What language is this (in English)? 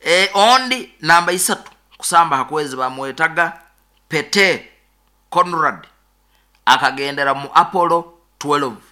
Nyoro